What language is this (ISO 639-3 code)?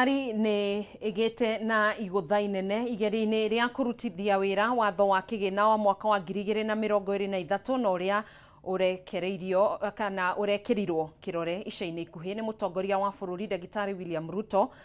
kik